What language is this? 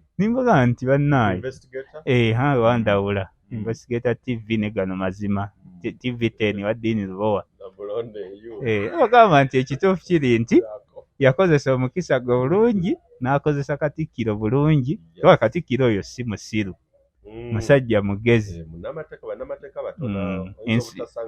Ganda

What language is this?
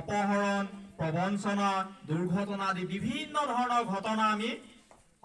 Assamese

